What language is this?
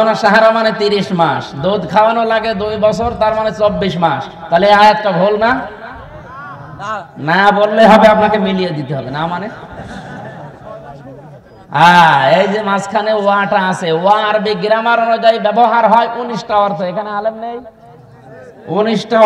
Bangla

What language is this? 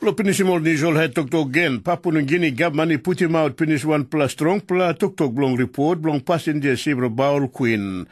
Tok Pisin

